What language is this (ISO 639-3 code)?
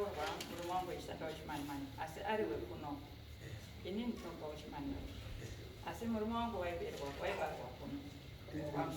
sna